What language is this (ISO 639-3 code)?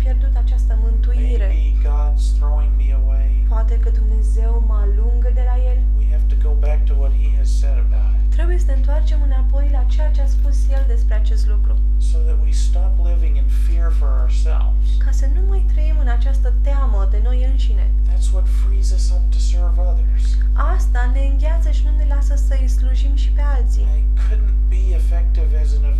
ron